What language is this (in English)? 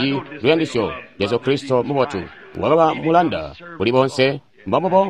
Tonga (Zambia)